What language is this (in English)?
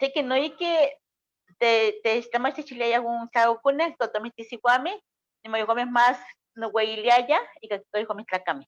Eastern Huasteca Nahuatl